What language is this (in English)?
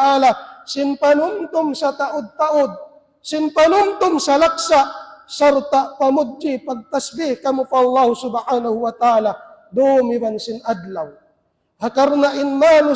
Tausug